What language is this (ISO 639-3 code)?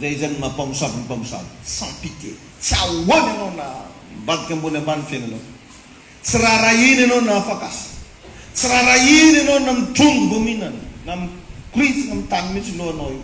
mlg